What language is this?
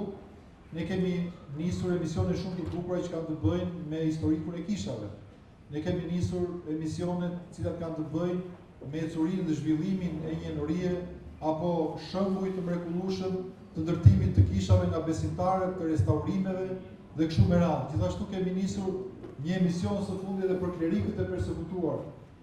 Albanian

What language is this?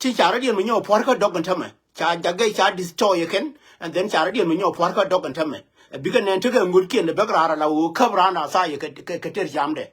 Nuer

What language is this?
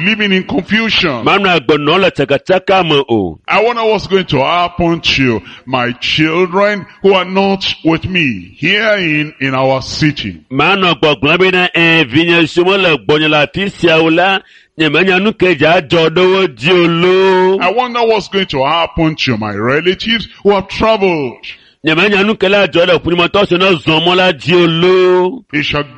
Ewe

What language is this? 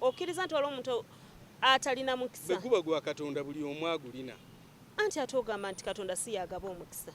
Ganda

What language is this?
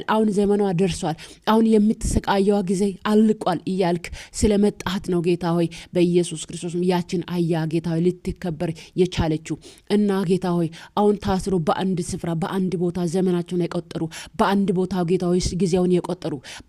Amharic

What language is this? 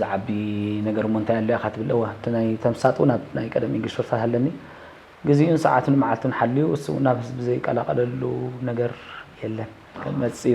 Tigrinya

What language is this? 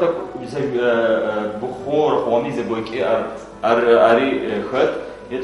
Adyghe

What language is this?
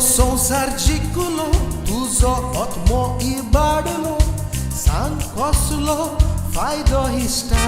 Konkani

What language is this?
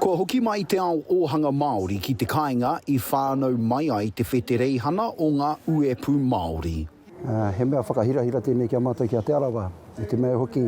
Māori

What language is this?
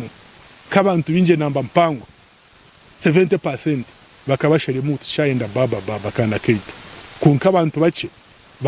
Nyankole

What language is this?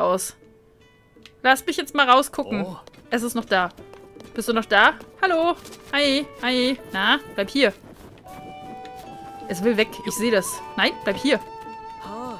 German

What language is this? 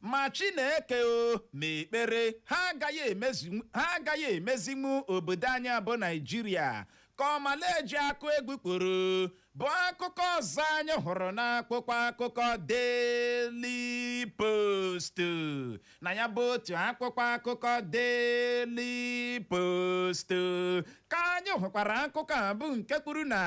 Igbo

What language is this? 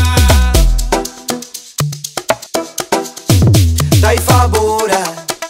Swahili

